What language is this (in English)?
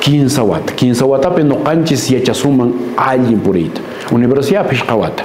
Quechua